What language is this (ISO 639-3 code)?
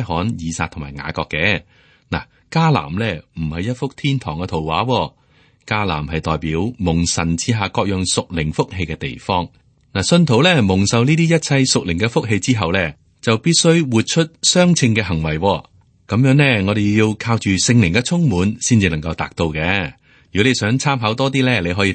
yue